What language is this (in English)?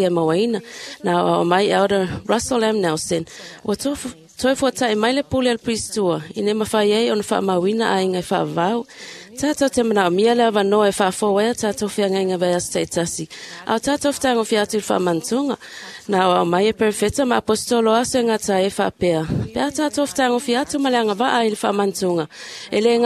Samoan